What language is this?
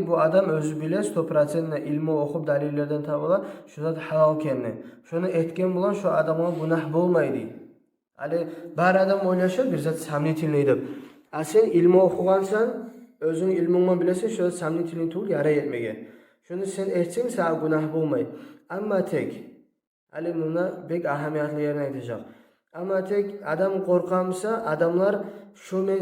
Kumyk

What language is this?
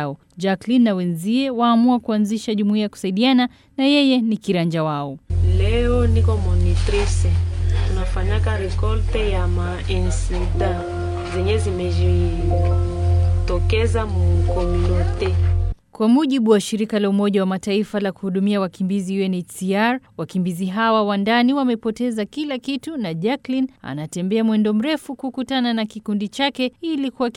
Swahili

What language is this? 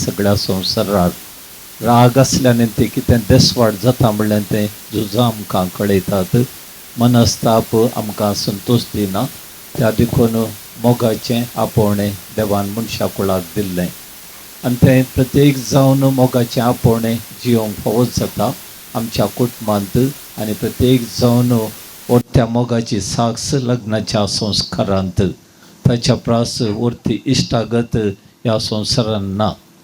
Konkani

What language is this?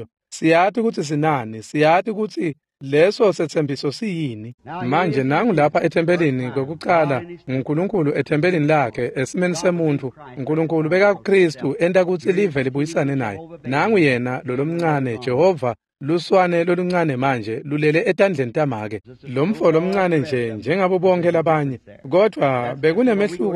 Swati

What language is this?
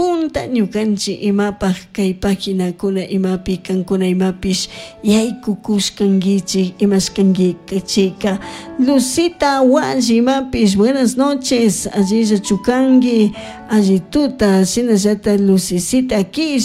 Chimborazo Highland Quichua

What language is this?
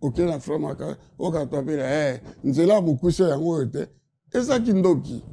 Lingala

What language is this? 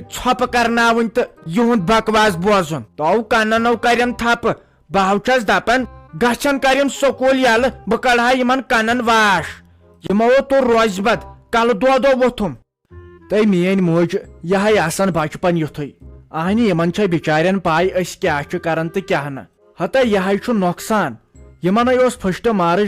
Kashmiri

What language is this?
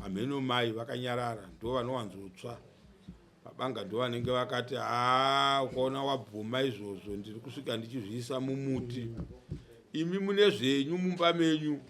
Shona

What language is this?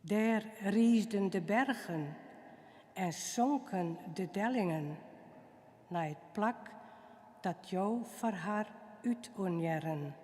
Western Frisian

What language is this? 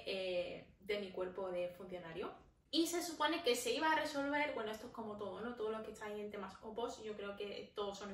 Spanish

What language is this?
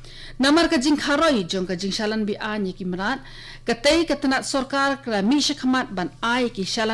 Khasi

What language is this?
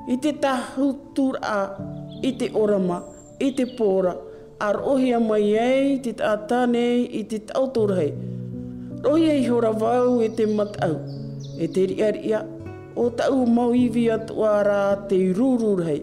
Tahitian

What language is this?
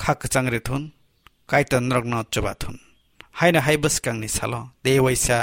Kok Borok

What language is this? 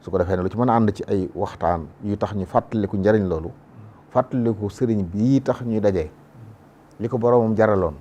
Wolof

